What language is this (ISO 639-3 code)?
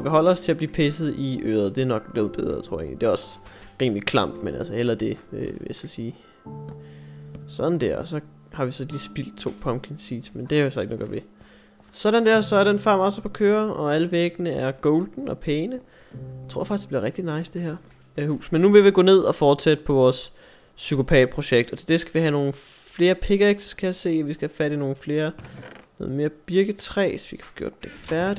dan